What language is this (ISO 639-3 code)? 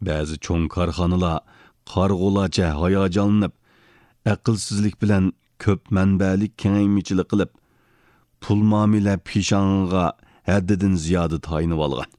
uig